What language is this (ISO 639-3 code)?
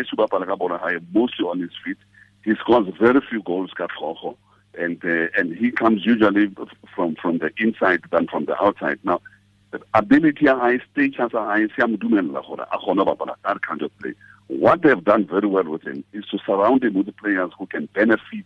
tsn